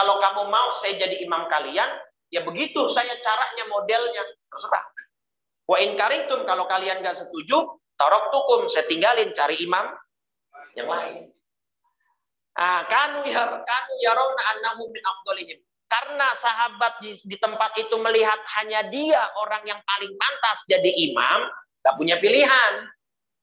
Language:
Indonesian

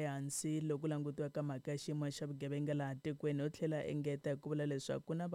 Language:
Tsonga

